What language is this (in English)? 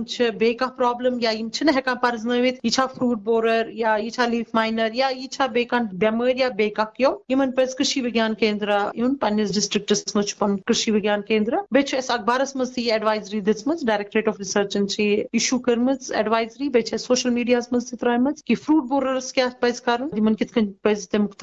Kashmiri